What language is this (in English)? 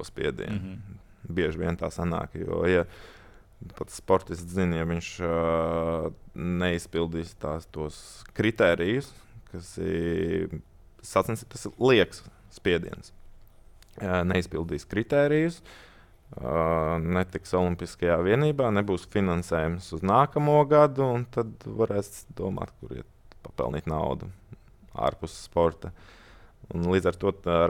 Latvian